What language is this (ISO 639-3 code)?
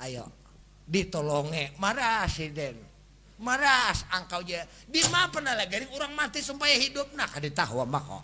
bjn